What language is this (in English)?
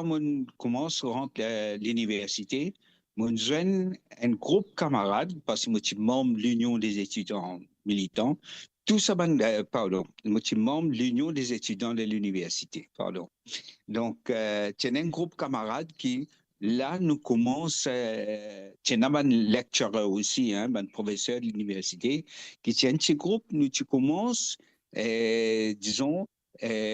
Morisyen